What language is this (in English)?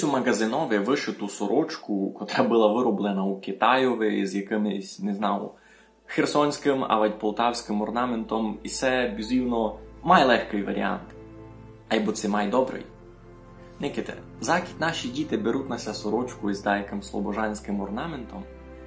Rusyn